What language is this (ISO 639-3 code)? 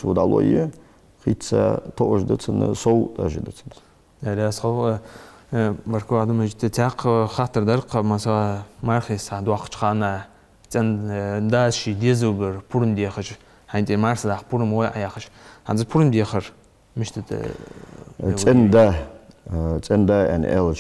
inh